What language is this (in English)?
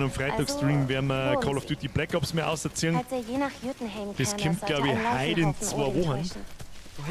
Bavarian